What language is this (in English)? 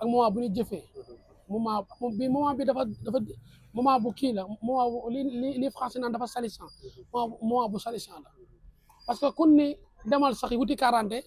Wolof